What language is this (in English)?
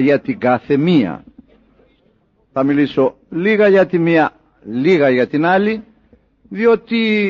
Greek